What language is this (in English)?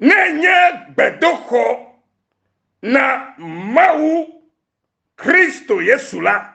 Ewe